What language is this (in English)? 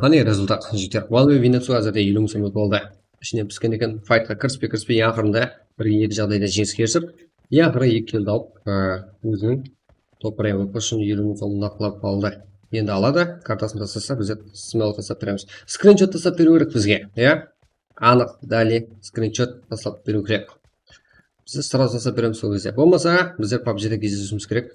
Kara-Kalpak